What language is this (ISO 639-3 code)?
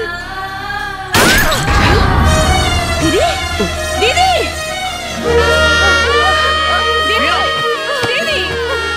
bho